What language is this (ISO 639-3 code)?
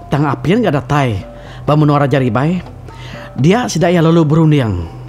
iba